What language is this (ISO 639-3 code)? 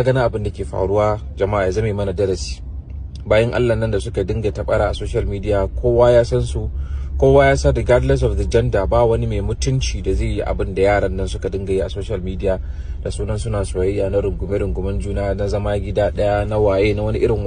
hau